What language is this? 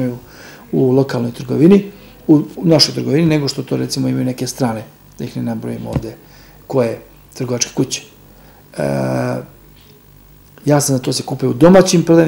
Serbian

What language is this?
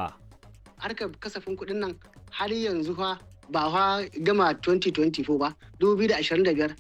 Hausa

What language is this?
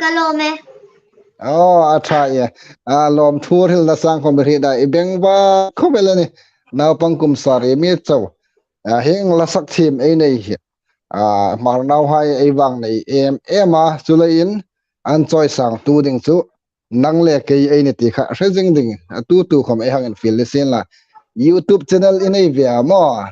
Hmar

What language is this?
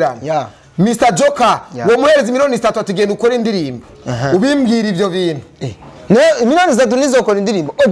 Rundi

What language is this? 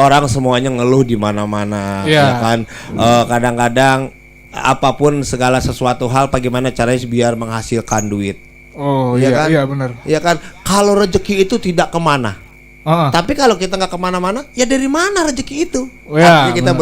Betawi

